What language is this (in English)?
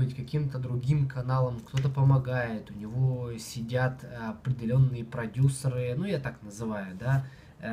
Russian